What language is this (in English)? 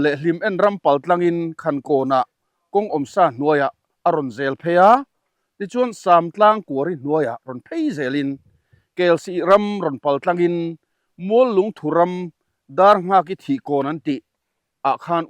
Mizo